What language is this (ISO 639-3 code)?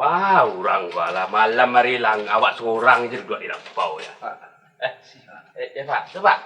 min